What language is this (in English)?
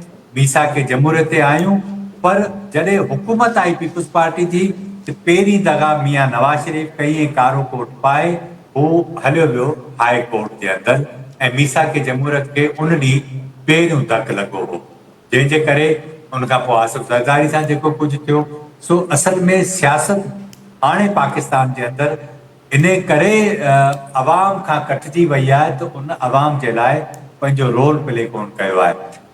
Sindhi